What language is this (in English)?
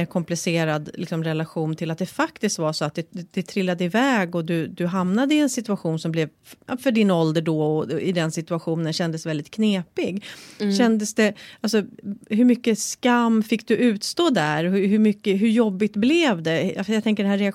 Swedish